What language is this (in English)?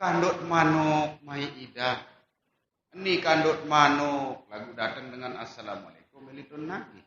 Sasak